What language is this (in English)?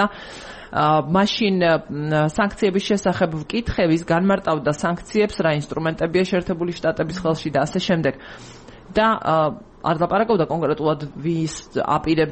Georgian